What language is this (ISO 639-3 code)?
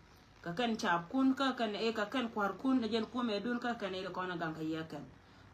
nus